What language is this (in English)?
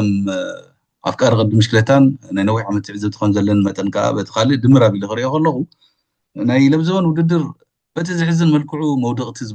Tigrinya